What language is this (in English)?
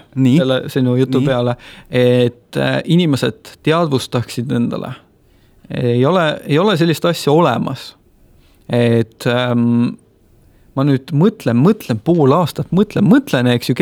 Estonian